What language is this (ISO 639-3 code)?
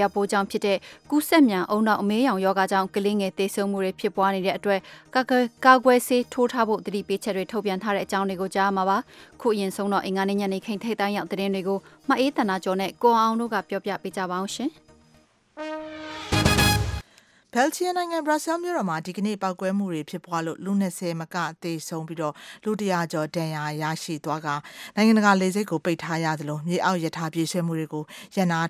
mya